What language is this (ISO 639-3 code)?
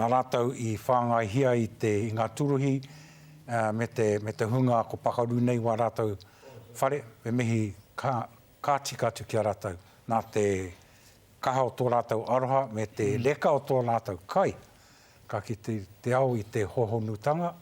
mri